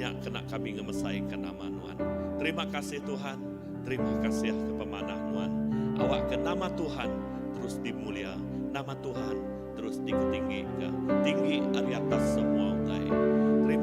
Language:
Iban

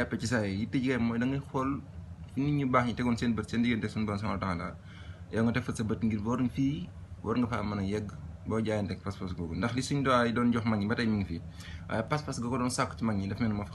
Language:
Wolof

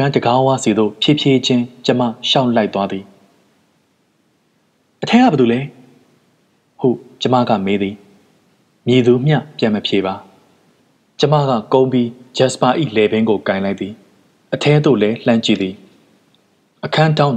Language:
Burmese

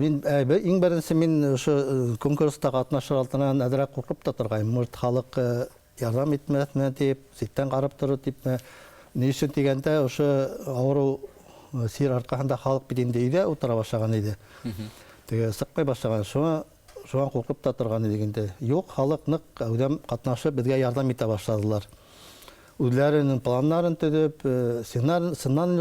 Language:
Bashkir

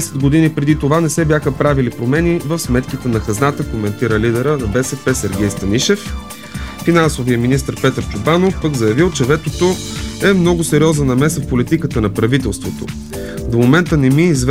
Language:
Bulgarian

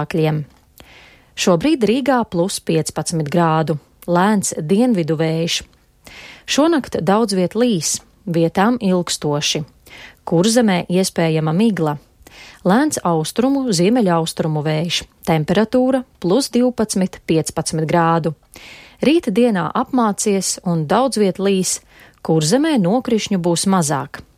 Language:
Latvian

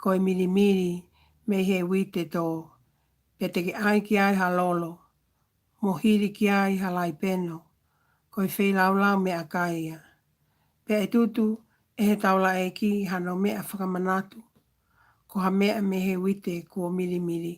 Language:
Tongan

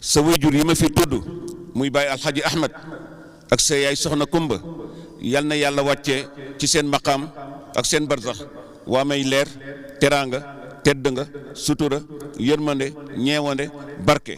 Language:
Wolof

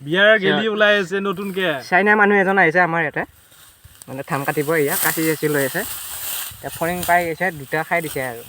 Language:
Assamese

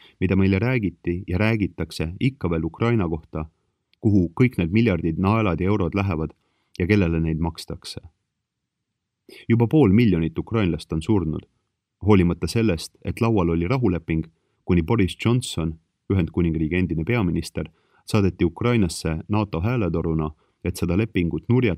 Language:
Estonian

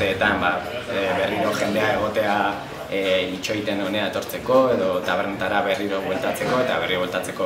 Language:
Basque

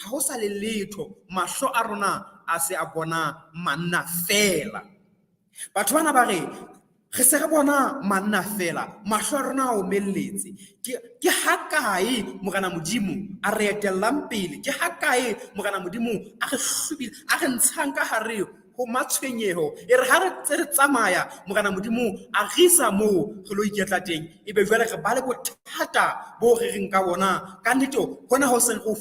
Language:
Southern Sotho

